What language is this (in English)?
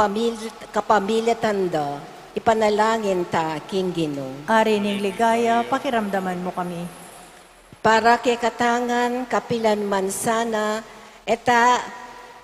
Pampanga